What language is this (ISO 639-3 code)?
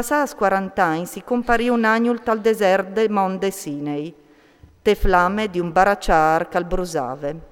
fur